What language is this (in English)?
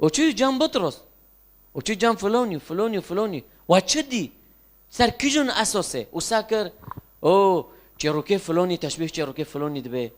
Kurdish